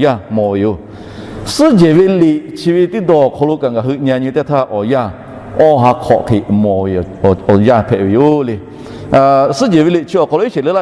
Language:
Lahu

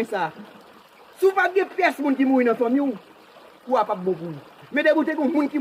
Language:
Haitian Creole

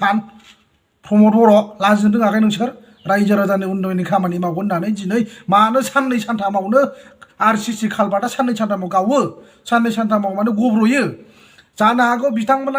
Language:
Bodo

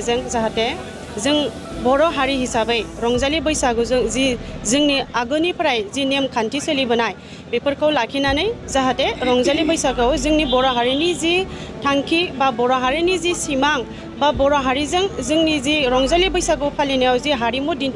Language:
Bodo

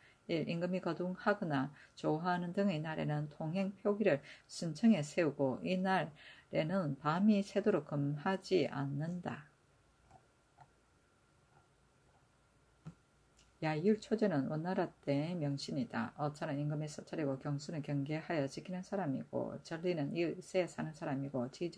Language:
Korean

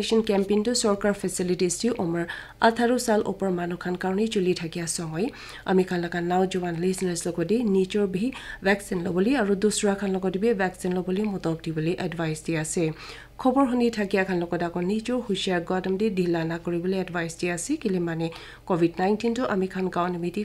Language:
Naga Pidgin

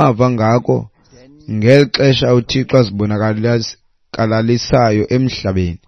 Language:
Xhosa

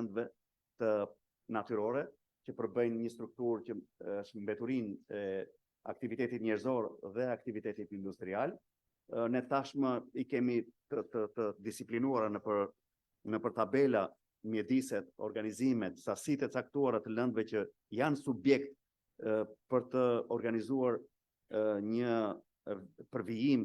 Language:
Albanian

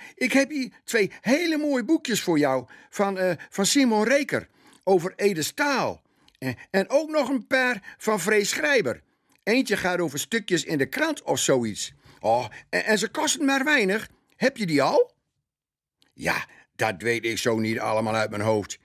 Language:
Gronings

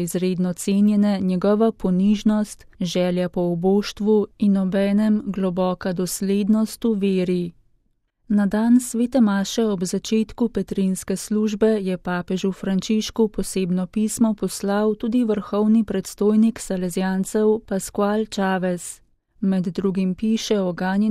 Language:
Slovenian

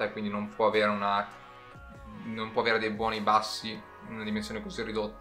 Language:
Italian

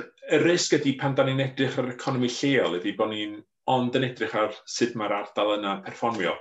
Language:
Welsh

